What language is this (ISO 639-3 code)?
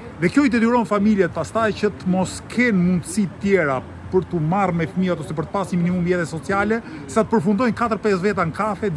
sqi